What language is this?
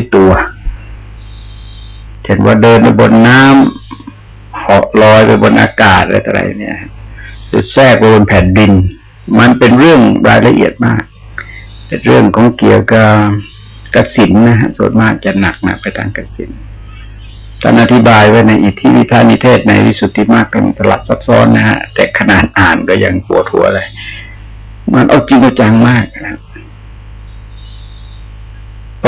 Thai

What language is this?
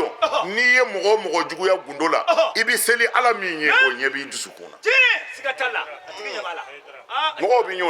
Bambara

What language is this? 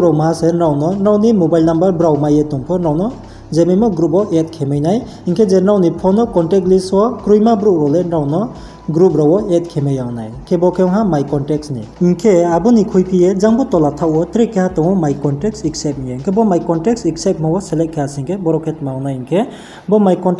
Riang (India)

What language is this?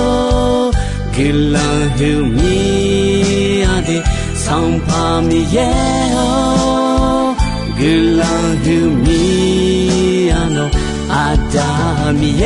Akha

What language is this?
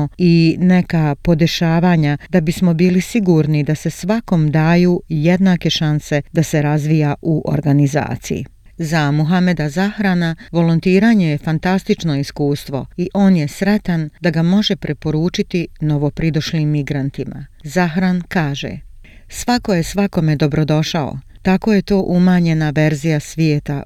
Croatian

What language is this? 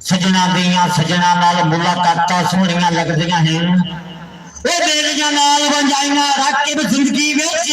Saraiki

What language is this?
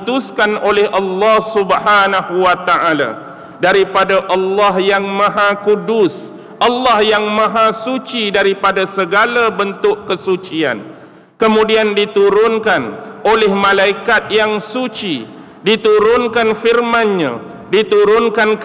Malay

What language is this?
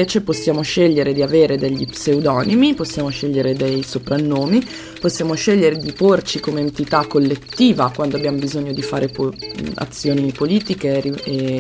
Italian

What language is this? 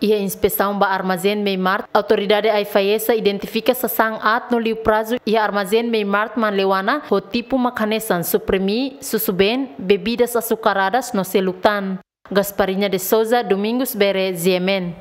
Tetum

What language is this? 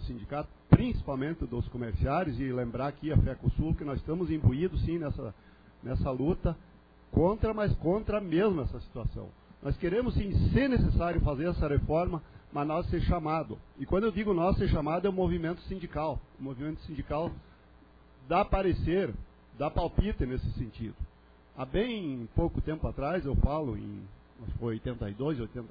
Portuguese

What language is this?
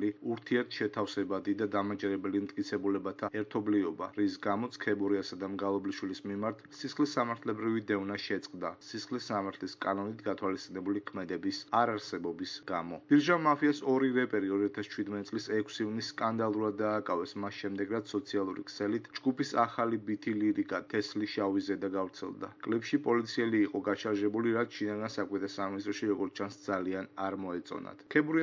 Georgian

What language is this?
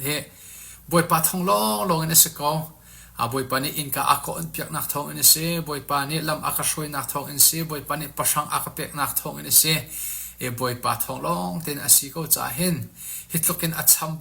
Falam Chin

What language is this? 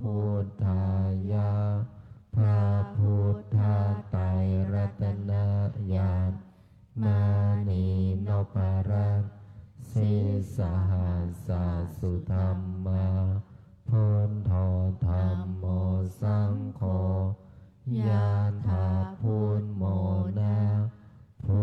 Pali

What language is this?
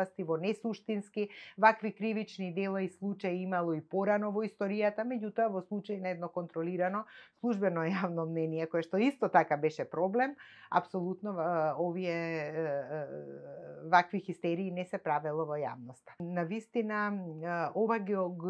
Macedonian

